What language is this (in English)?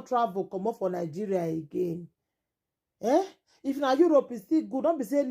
Nigerian Pidgin